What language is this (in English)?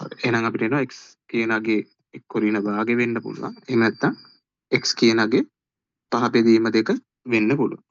Sinhala